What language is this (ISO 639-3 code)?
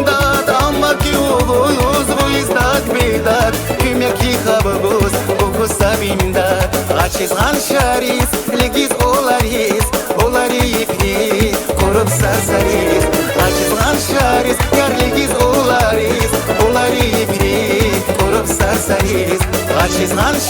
tab